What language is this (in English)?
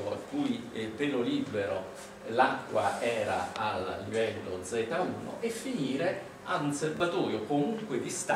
Italian